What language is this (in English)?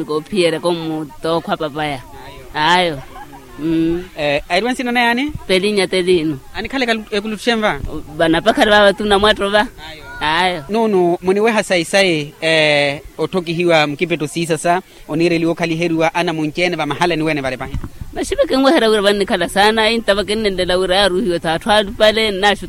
Makhuwa